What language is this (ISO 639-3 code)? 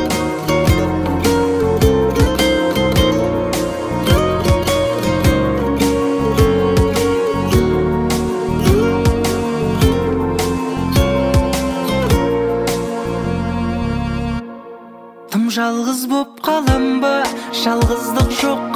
kaz